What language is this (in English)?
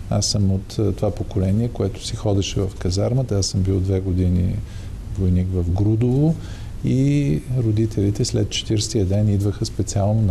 Bulgarian